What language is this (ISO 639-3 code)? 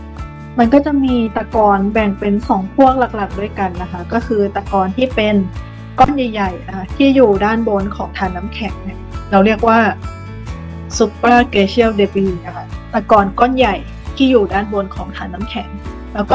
tha